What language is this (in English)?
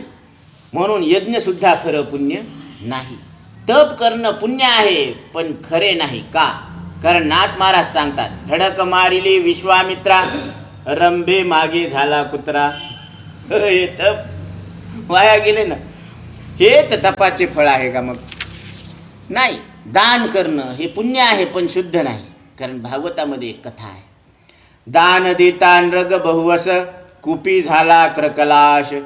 Marathi